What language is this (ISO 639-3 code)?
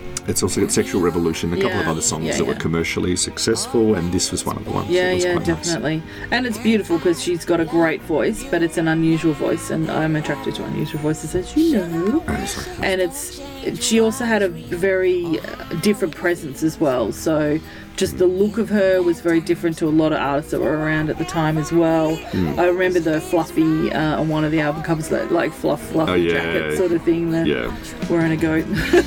eng